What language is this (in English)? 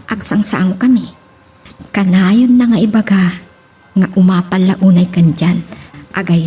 Iloko